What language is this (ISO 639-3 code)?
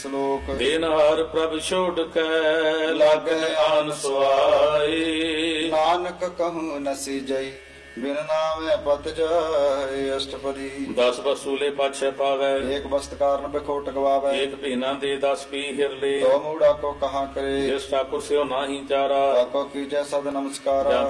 pan